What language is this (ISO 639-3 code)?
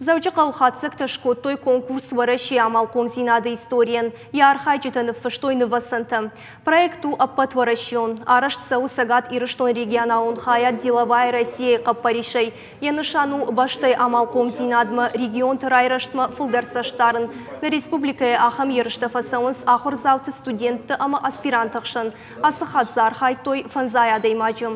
oss